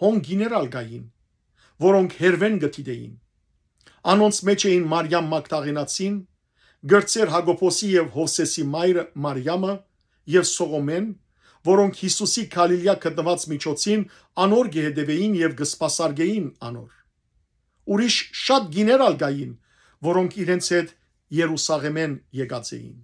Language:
Western Armenian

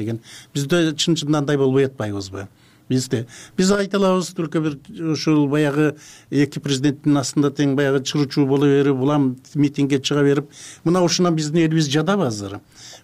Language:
Kyrgyz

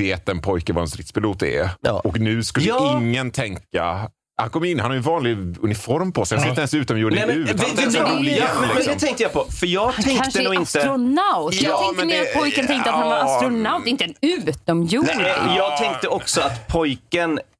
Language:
Swedish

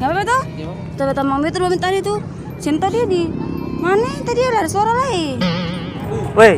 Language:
Ambonese Malay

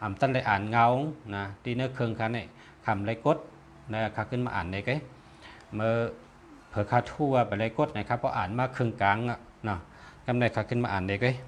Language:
Shan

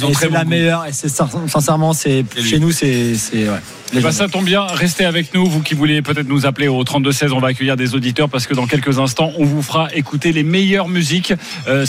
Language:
French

